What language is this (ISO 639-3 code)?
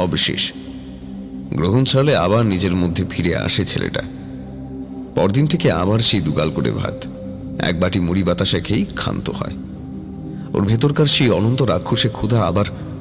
ben